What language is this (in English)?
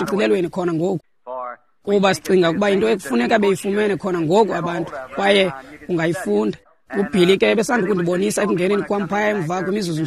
Xhosa